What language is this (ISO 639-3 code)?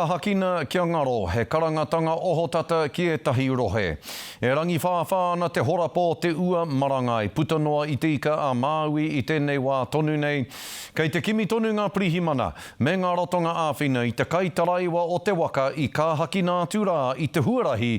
mri